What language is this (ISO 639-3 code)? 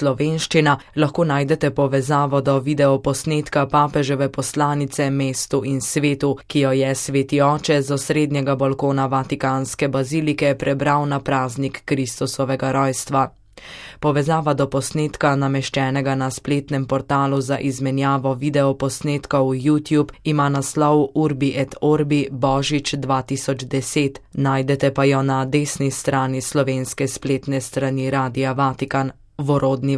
slv